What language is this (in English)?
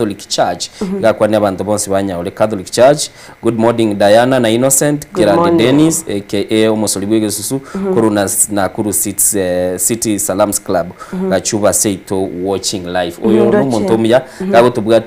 Gusii